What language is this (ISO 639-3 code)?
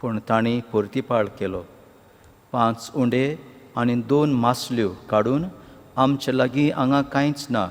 kok